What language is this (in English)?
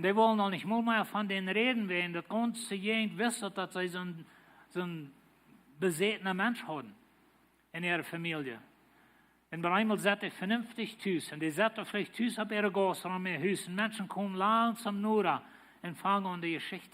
Plautdietsch